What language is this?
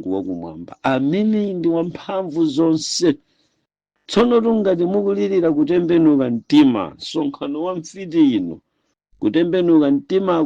Nyanja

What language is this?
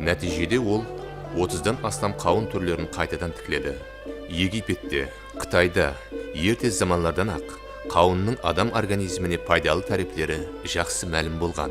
Kara-Kalpak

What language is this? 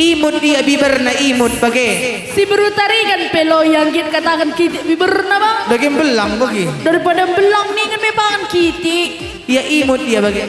Batak Karo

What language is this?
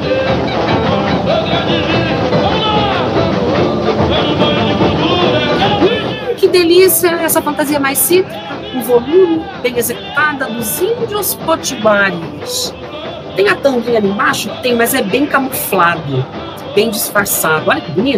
Portuguese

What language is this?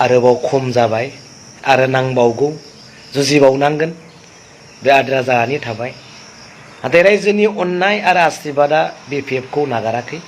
Bodo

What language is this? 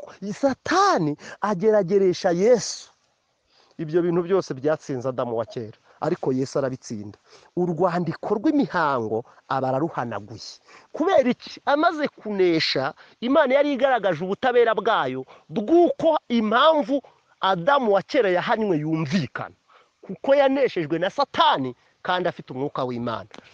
Kinyarwanda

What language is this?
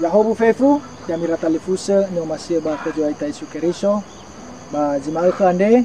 Nias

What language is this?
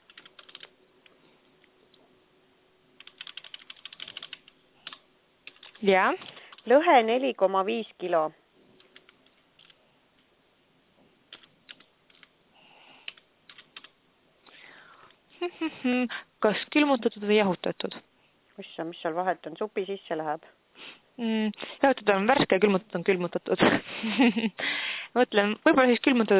Estonian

